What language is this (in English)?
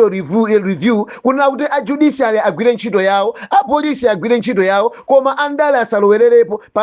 Nyanja